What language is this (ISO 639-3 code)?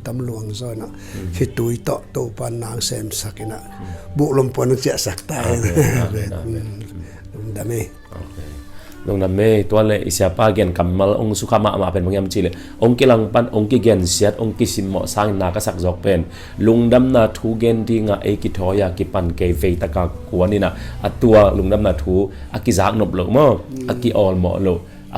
ctd